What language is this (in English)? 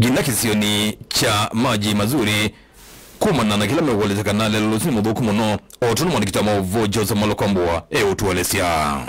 Kamba